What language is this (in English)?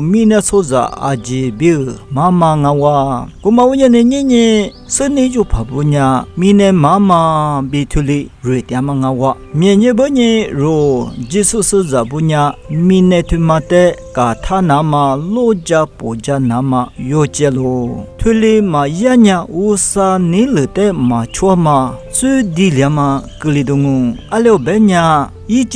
Lisu